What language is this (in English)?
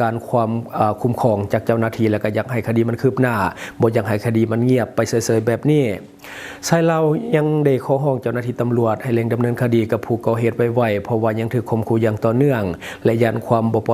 Lao